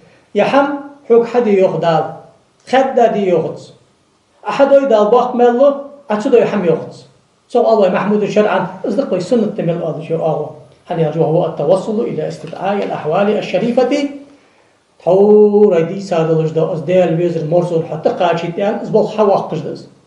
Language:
Ingush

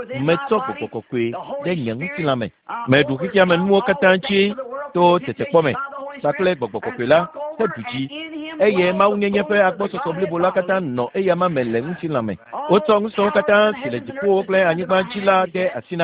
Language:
Ewe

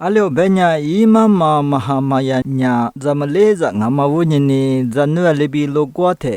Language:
Lisu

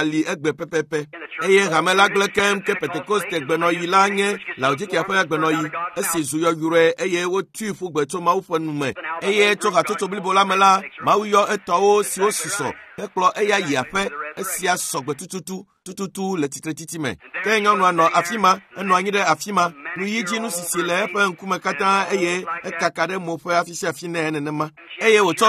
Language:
Ewe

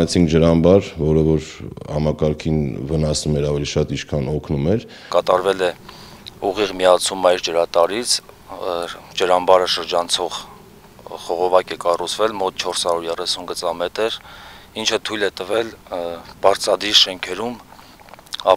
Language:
Armenian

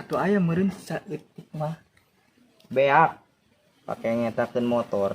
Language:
Sundanese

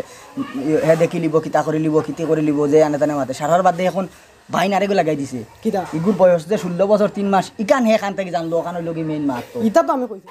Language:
Sylheti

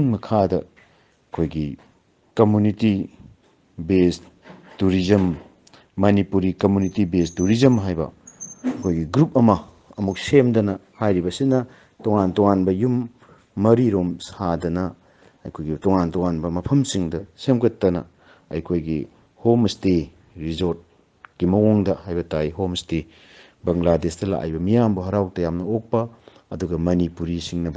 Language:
Manipuri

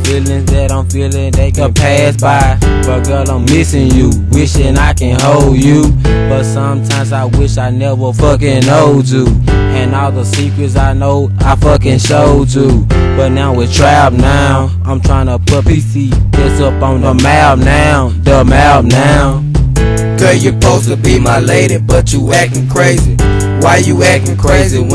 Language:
English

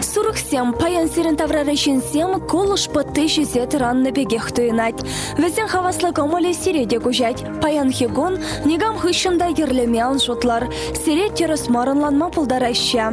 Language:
Chuvash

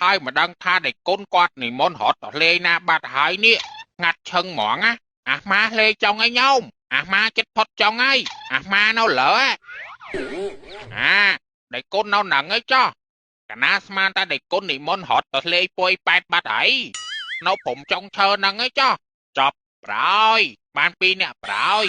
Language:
Khmer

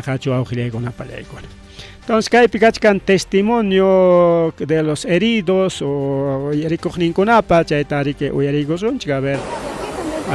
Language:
Ayacucho Quechua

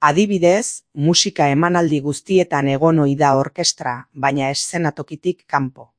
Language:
Basque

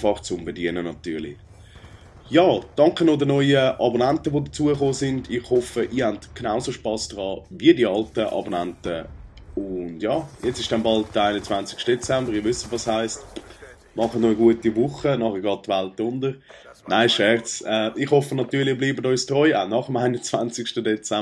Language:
Swiss German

